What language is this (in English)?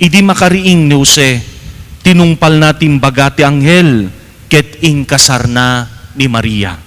Iloko